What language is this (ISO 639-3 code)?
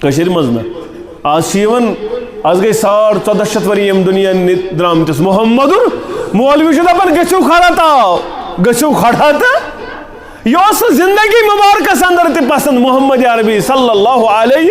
kas